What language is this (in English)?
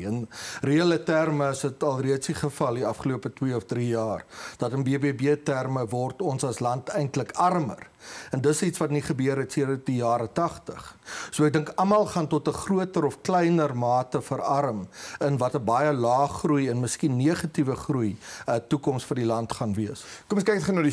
Afrikaans